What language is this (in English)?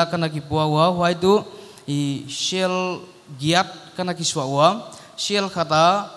Paite Chin